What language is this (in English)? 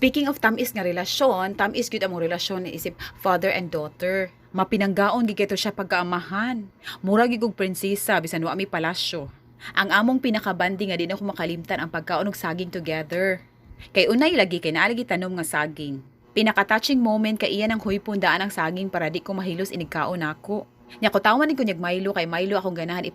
Cebuano